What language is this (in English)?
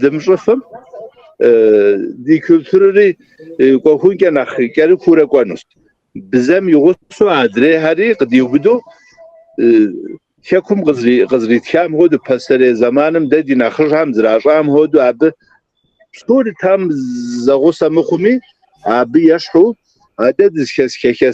Kabardian